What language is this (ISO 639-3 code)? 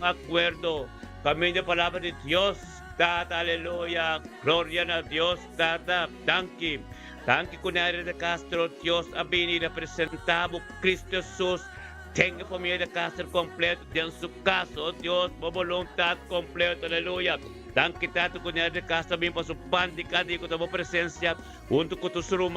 pap